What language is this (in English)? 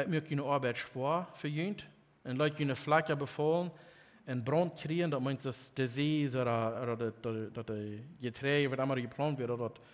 Plautdietsch